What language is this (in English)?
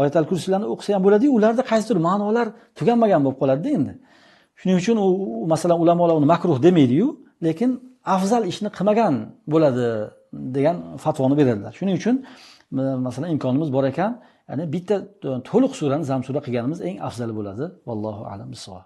Uzbek